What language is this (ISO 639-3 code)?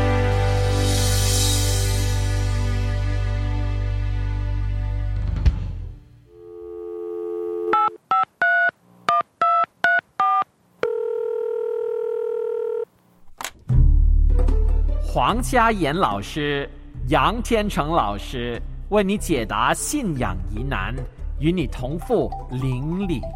zho